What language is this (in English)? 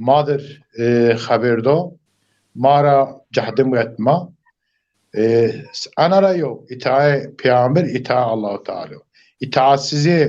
Zaza